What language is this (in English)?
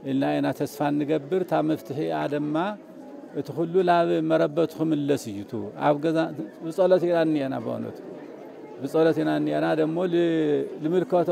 Tigrinya